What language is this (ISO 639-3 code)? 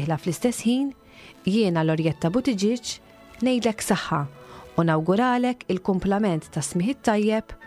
mlt